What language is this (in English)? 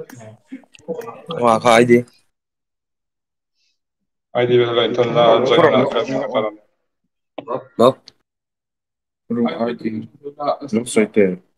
Mizo